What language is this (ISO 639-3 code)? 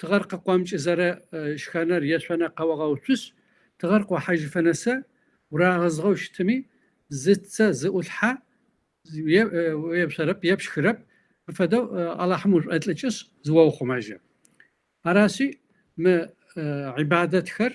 kbd